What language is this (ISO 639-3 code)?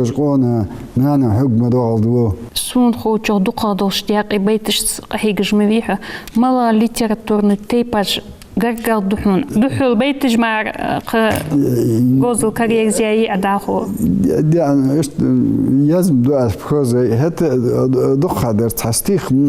inh